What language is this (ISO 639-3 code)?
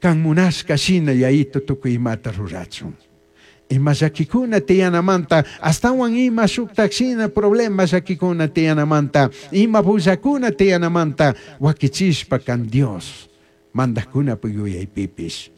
qug